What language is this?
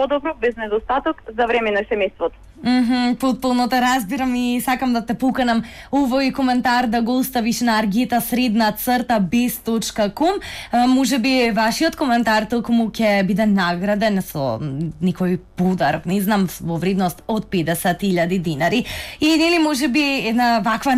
Macedonian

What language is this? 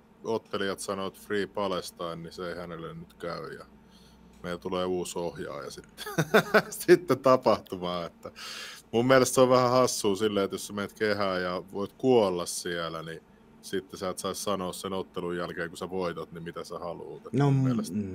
Finnish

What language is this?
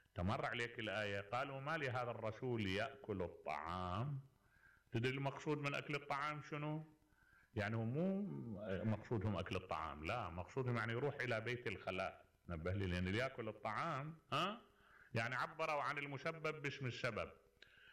Mesopotamian Arabic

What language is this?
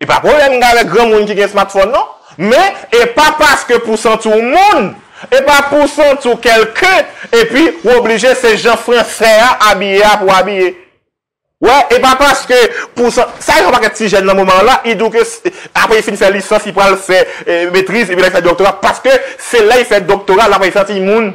Haitian Creole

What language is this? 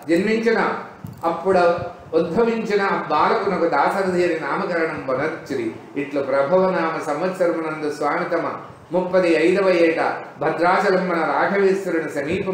Telugu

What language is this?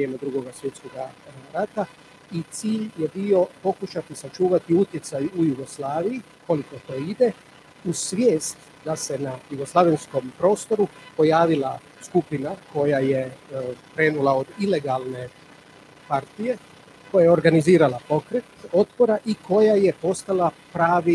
Croatian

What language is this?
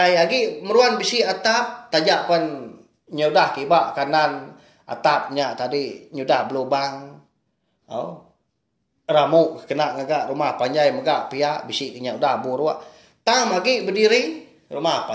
Iban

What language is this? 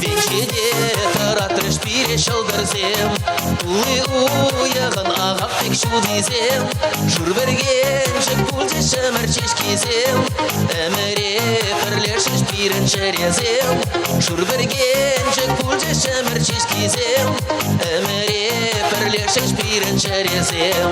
Chuvash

